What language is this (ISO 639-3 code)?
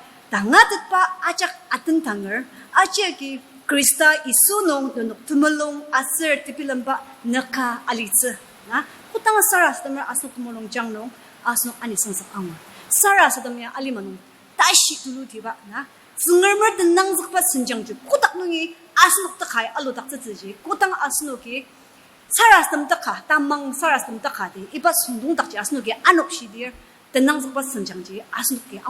njo